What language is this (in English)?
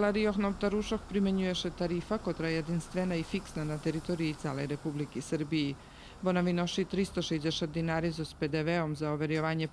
Rusyn